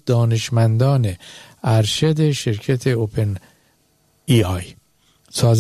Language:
Persian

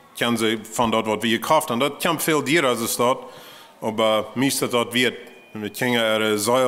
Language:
Plautdietsch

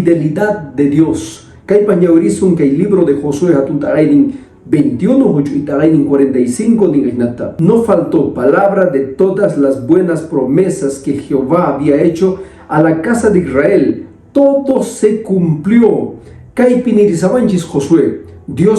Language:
Quechua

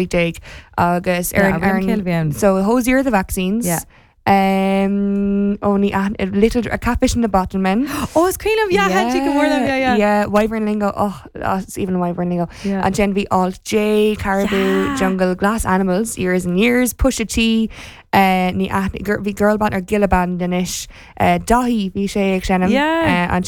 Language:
Irish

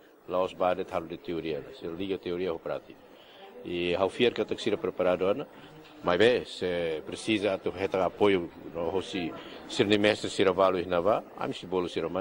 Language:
Tetum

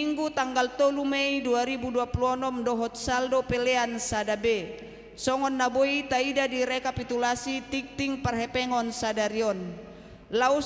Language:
Batak Toba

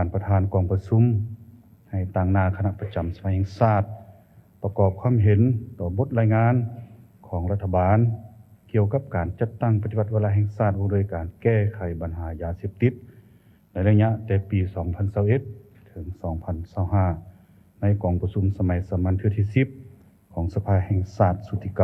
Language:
Lao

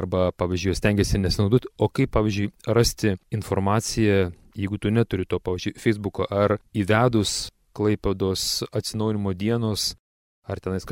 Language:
Lithuanian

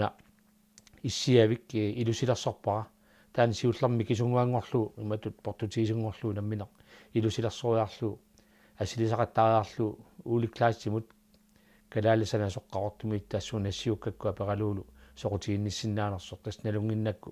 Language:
Kalaallisut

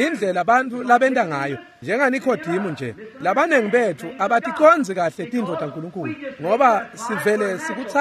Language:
Swati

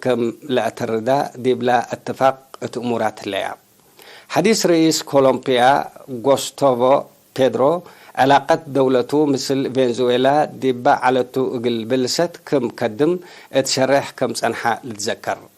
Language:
Tigre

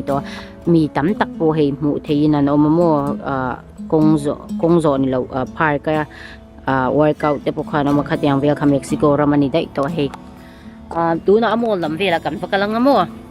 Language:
Mizo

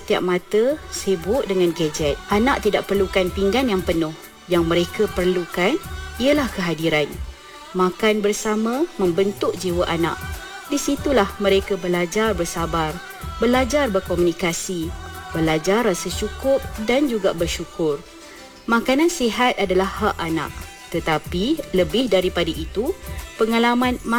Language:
Malay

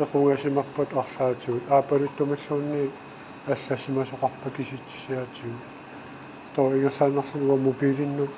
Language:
Kalaallisut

